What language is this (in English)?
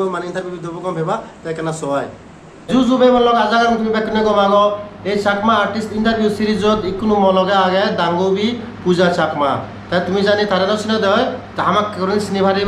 Chakma